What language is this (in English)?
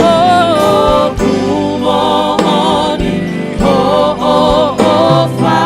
Tongan